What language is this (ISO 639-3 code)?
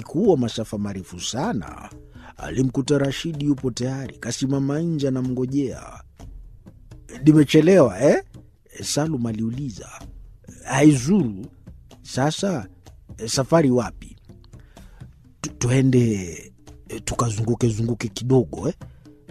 swa